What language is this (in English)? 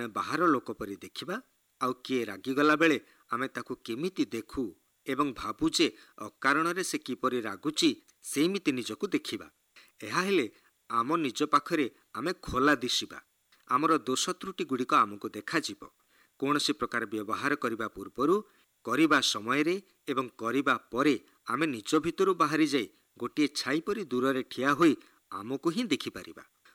Odia